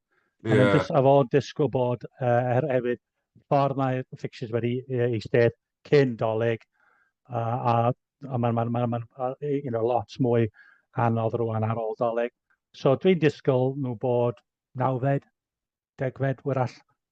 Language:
Welsh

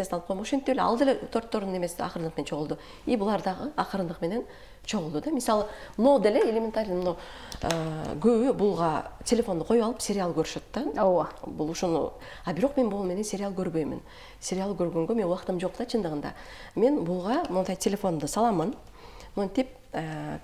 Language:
Kyrgyz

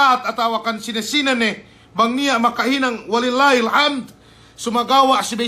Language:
Yakan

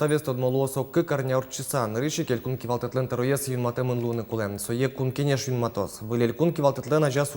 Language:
Udmurt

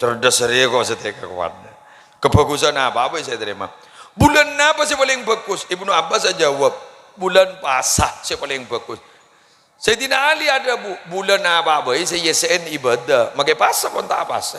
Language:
Madurese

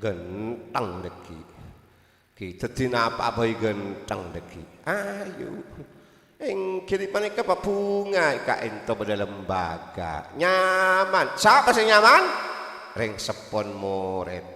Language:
Madurese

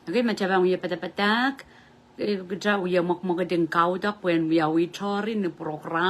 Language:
Pohnpeian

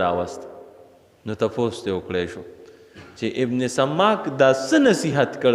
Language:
Pashto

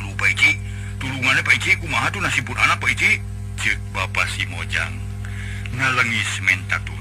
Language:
Sundanese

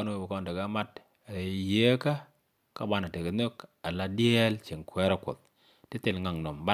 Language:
Nuer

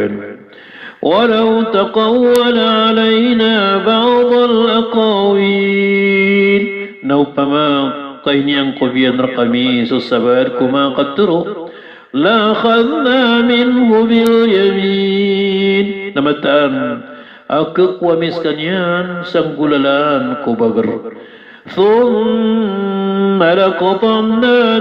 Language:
Maranao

